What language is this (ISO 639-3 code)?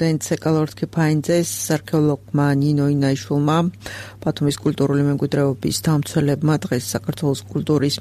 kat